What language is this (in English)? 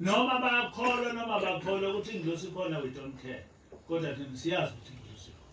Zulu